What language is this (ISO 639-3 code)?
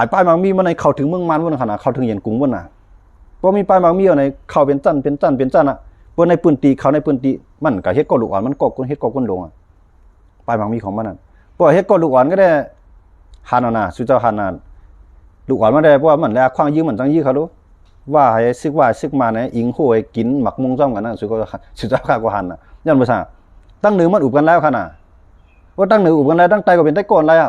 shn